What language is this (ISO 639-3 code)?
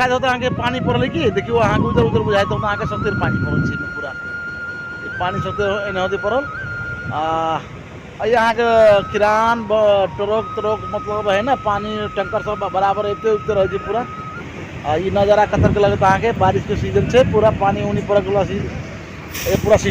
mai